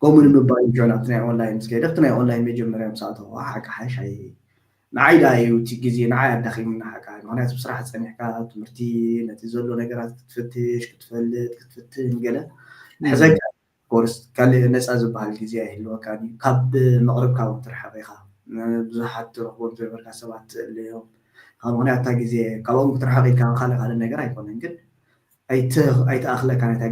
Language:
Tigrinya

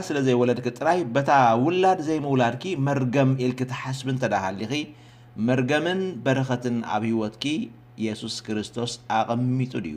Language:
Tigrinya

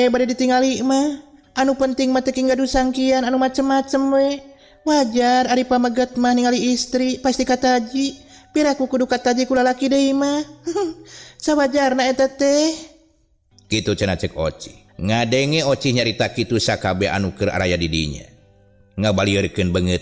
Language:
Sundanese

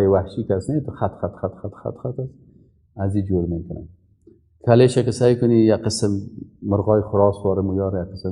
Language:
Persian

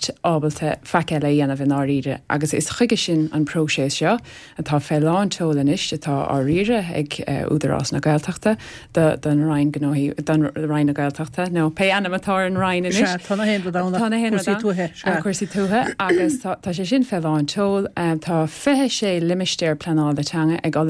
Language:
Irish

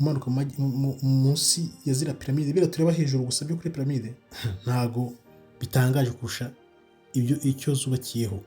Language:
Kinyarwanda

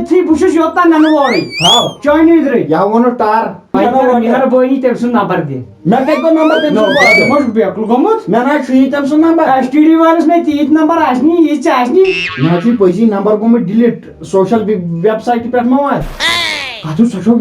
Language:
Kashmiri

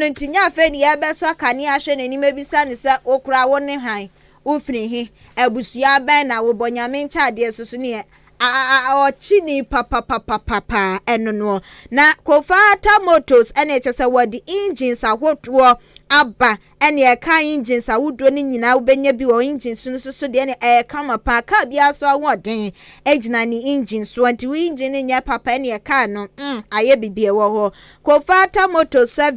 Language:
Akan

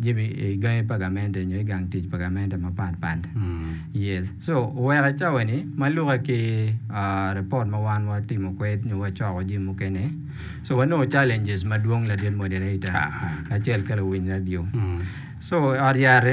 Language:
Acoli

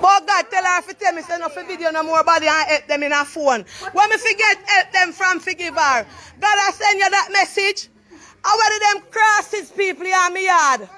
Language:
Jamaican Creole English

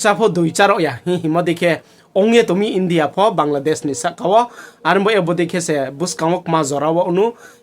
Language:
Riang (India)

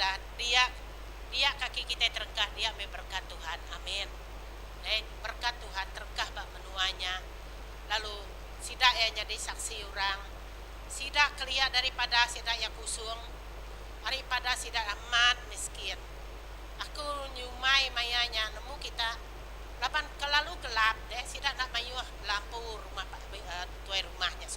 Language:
Iban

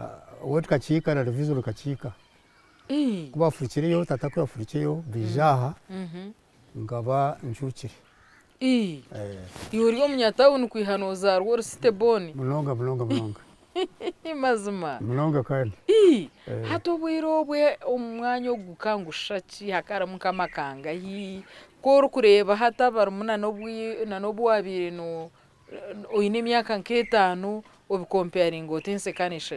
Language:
Nyankole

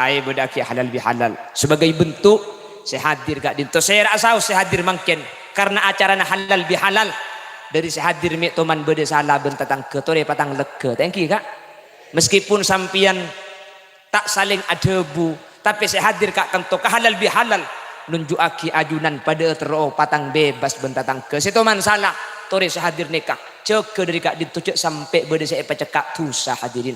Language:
Madurese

